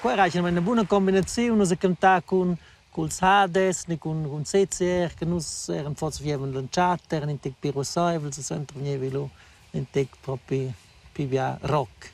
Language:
Romansh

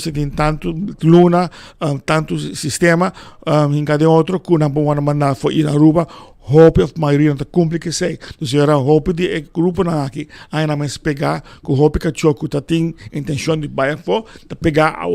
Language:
Papiamento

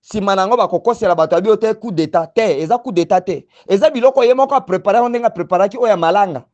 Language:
Lingala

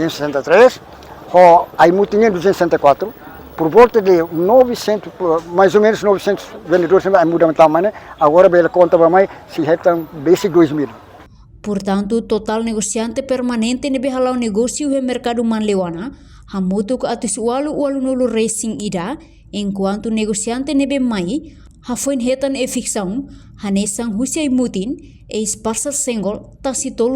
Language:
Tetum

